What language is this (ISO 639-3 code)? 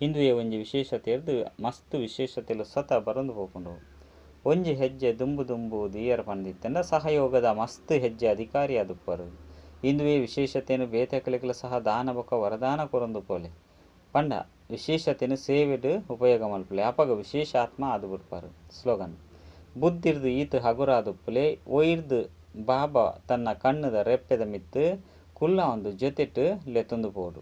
tcy